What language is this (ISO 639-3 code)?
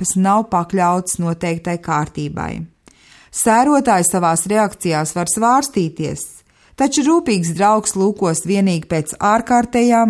lav